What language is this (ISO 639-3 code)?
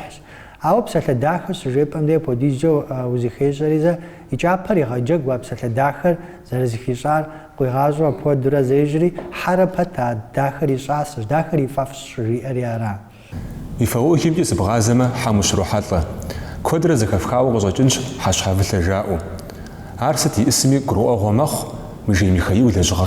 kbd